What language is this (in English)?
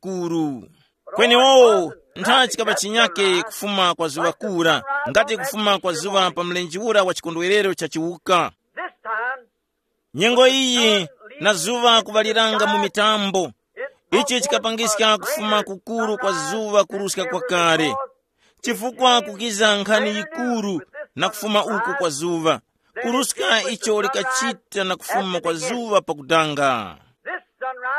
Tumbuka